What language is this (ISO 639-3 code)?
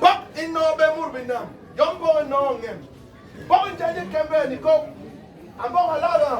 bas